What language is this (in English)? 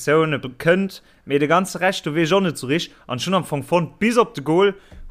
Luxembourgish